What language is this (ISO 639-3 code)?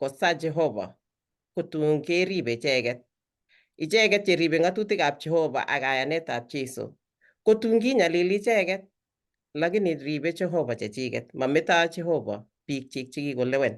kln